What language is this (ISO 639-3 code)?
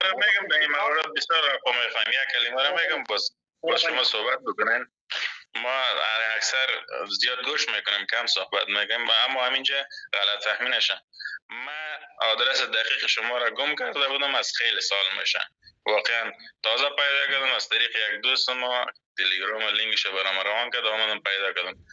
fas